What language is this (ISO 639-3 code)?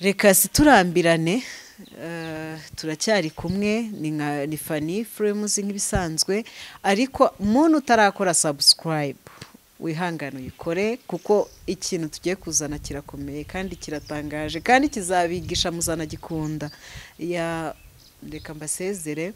kin